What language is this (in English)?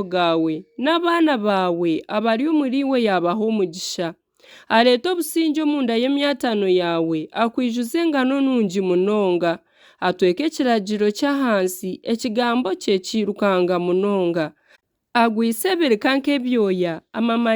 Nyankole